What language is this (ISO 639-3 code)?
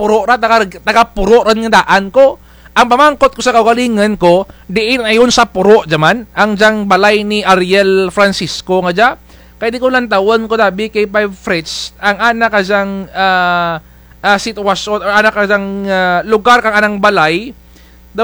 krj